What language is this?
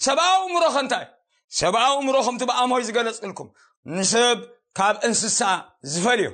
Tigrinya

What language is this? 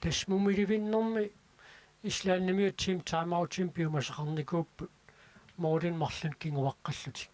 Kalaallisut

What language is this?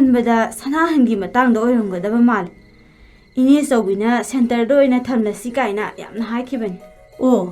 Manipuri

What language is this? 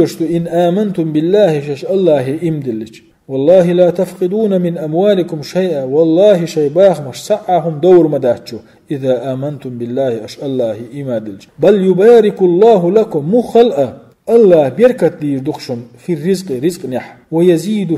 Chechen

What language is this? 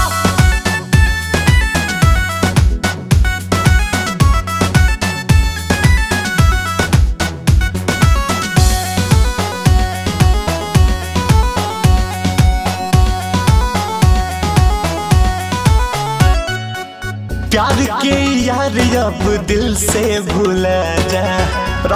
Bhojpuri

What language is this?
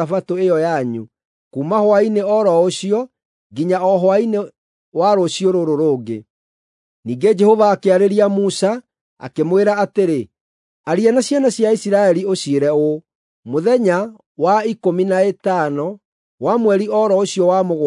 Kikuyu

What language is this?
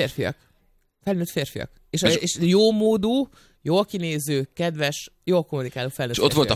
Hungarian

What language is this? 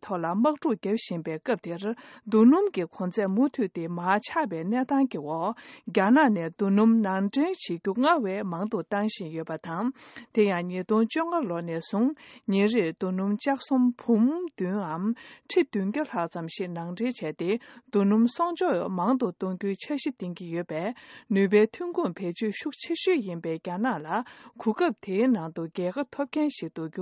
Tibetan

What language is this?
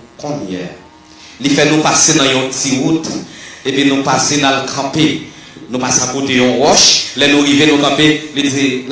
Haitian Creole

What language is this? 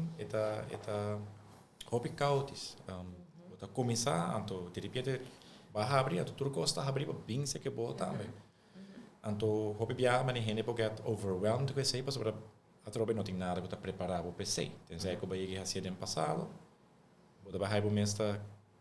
Papiamento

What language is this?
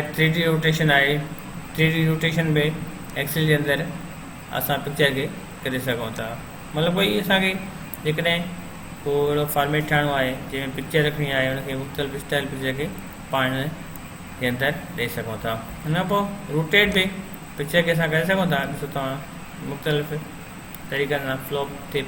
Sindhi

